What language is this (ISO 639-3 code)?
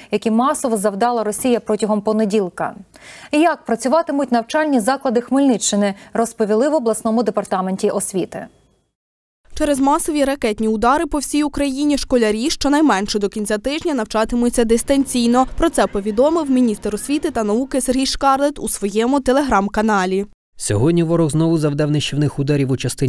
ukr